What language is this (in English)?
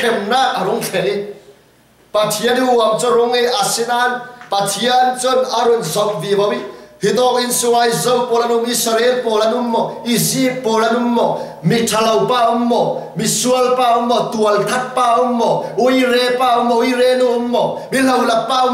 Falam Chin